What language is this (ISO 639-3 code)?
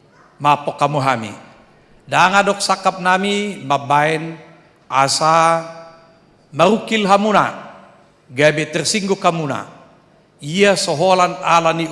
bbc